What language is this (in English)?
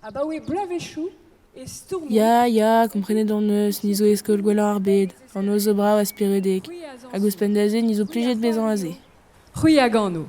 Breton